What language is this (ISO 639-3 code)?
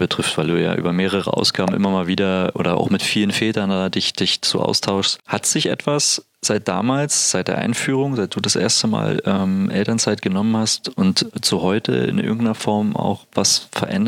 deu